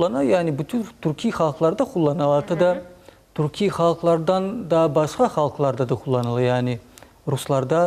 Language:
Crimean Tatar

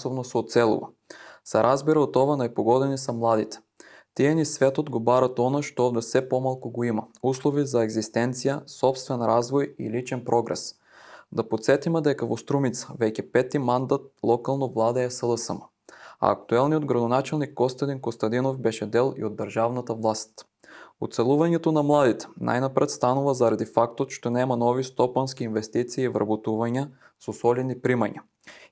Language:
Macedonian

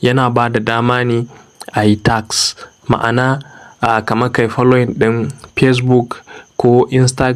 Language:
Hausa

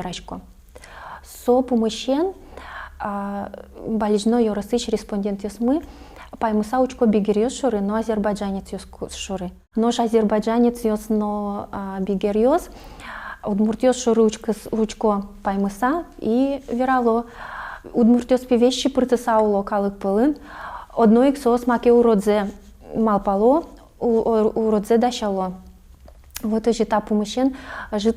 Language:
Udmurt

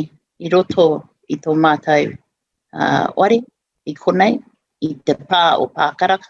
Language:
Māori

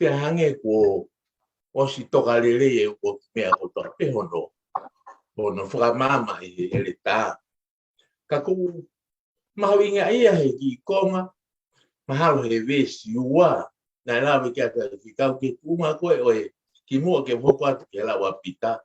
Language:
Tongan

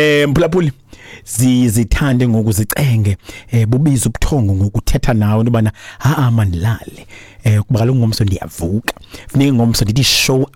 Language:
Xhosa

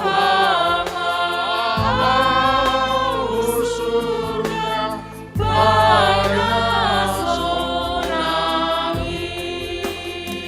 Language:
Batak Simalungun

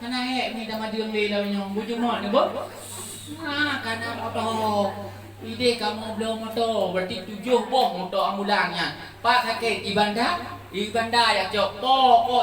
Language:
Achinese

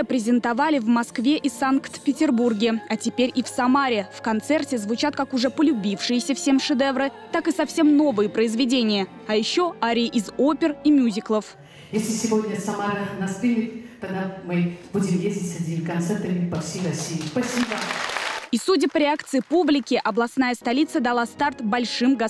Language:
Russian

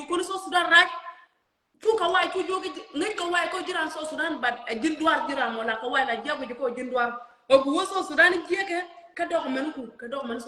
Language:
Nuer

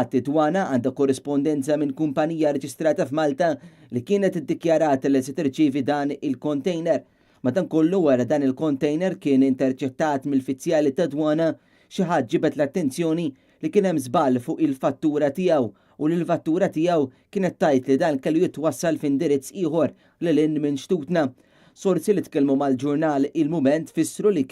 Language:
Maltese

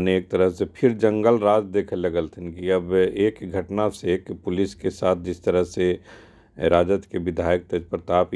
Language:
Magahi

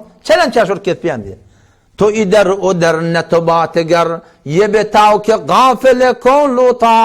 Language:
Turkmen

